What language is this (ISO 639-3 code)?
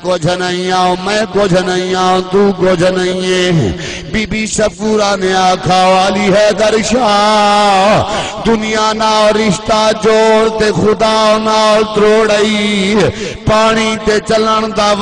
skr